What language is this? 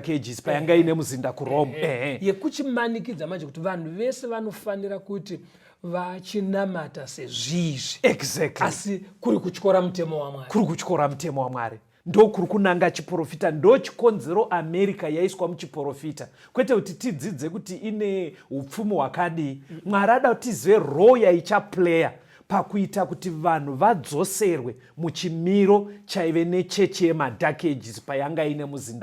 Shona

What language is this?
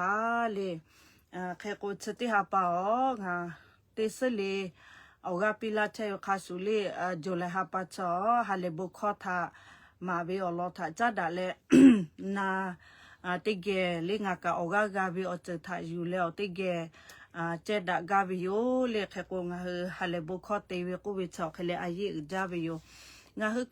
Lahu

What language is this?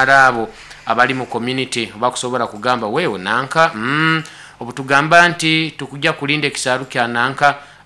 Nyoro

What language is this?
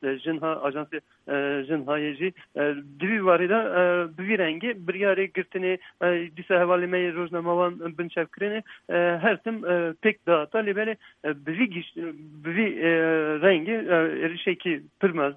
Kurdish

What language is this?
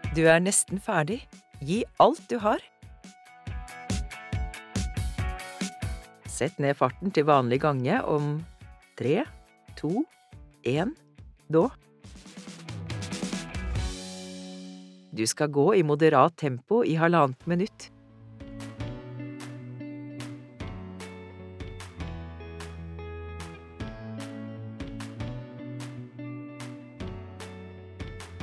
Norwegian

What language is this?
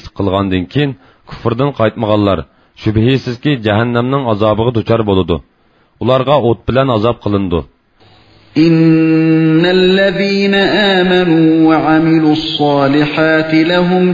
Uyghur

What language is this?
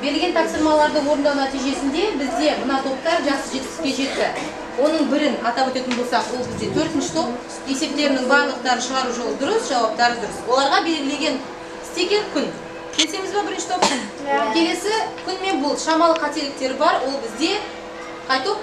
Kazakh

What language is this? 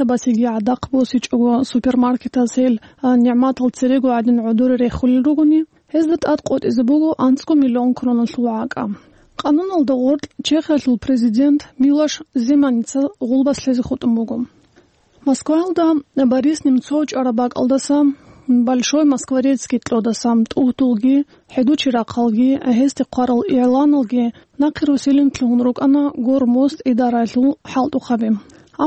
Avaric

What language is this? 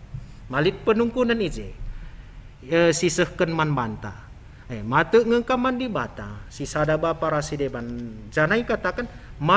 Batak Karo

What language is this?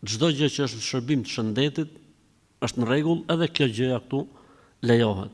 Albanian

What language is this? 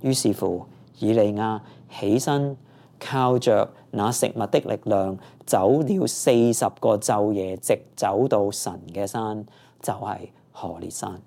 Cantonese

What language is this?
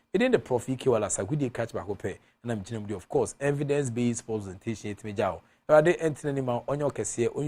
Akan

